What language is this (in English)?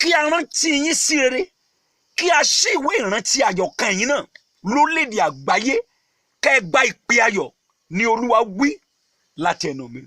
Yoruba